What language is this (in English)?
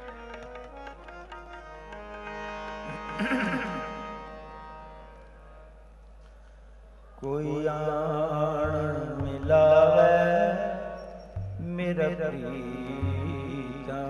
Punjabi